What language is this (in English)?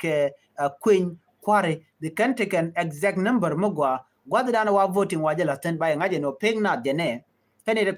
Nuer